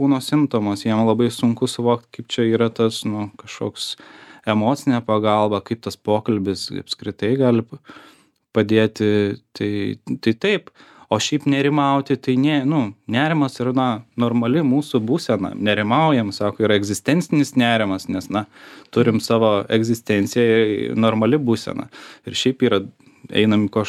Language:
Lithuanian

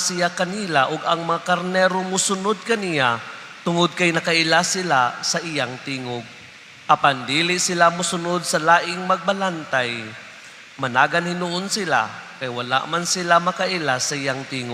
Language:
Cebuano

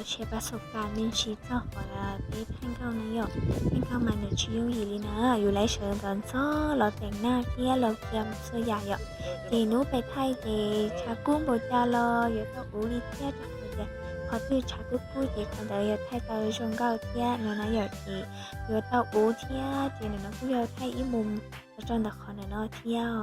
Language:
Hmong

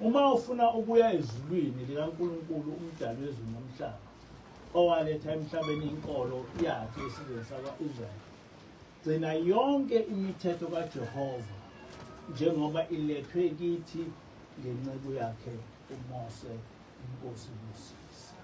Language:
Zulu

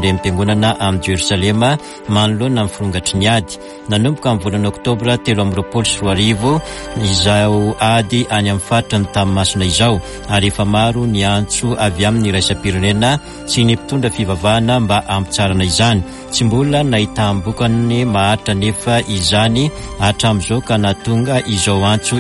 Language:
Malagasy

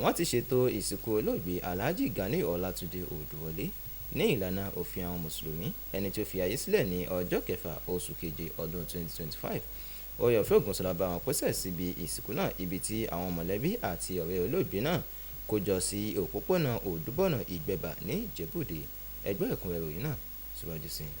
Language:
Yoruba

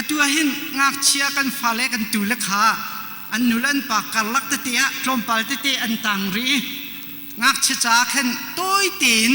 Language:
Hakha Chin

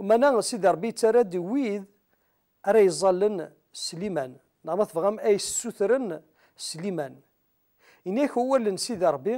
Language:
Kabyle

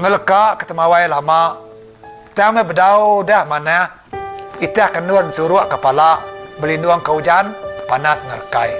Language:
Iban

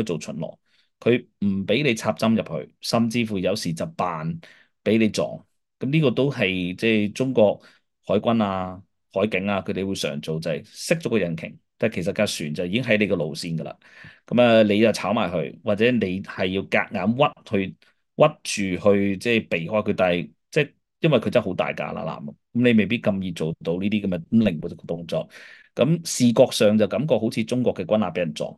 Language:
Cantonese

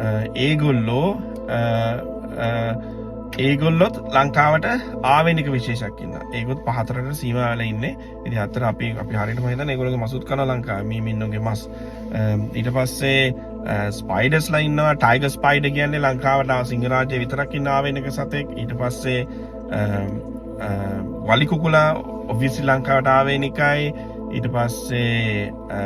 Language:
Sinhala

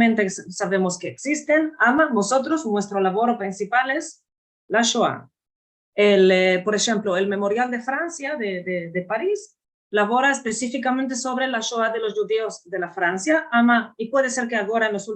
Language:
Ladino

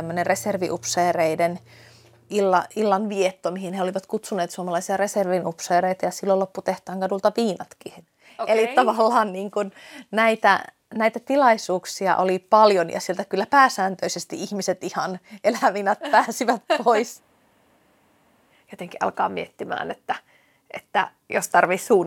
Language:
Finnish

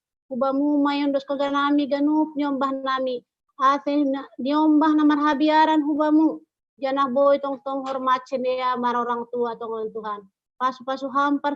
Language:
Batak Simalungun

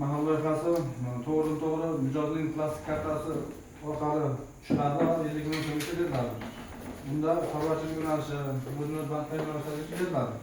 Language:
Uzbek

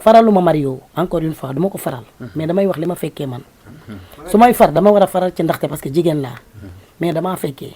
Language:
Wolof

